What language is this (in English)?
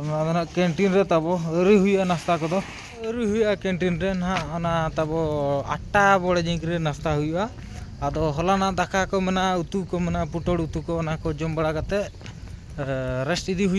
Santali